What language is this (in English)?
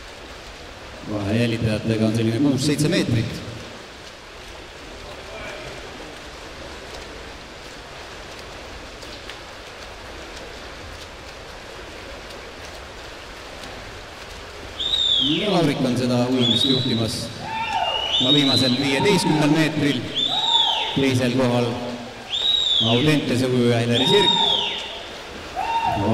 Estonian